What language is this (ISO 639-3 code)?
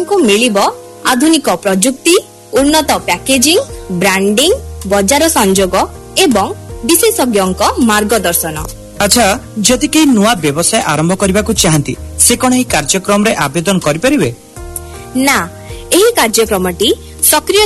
ori